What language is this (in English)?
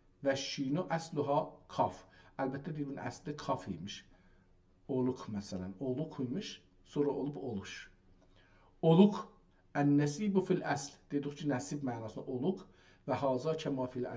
South Azerbaijani